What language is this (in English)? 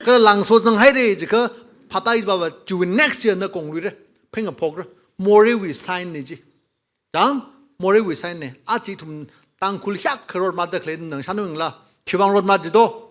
Tangkhul Naga (India)